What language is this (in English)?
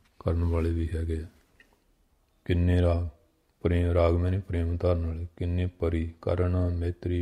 Punjabi